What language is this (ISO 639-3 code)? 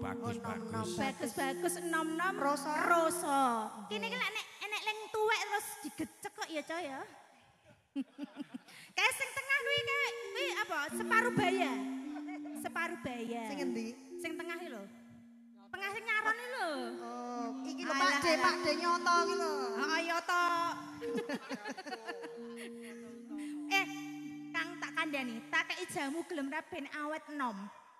jav